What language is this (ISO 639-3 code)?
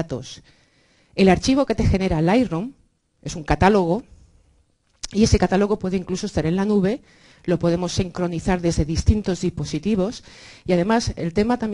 spa